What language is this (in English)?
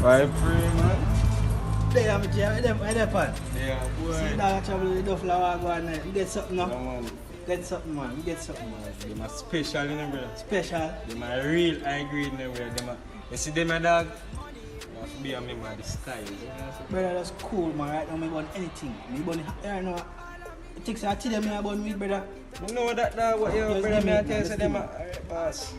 Jamaican Creole English